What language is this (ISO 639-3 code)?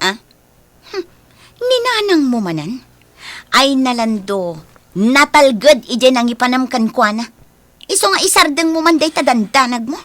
ilo